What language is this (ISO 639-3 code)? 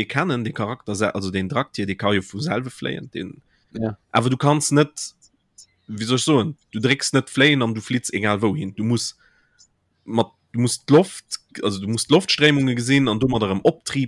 ltz